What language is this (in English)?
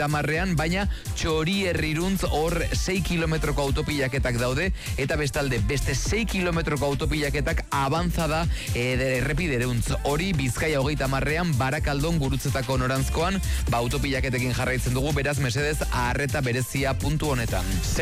Basque